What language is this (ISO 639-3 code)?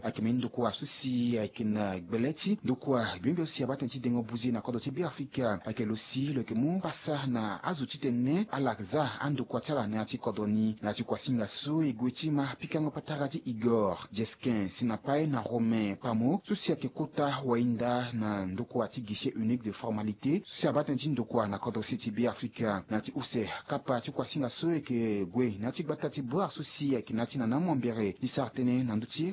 sag